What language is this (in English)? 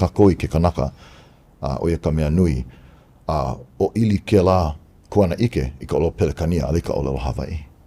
Hawaiian